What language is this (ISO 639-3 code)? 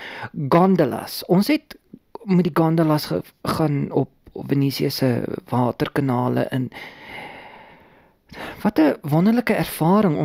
afr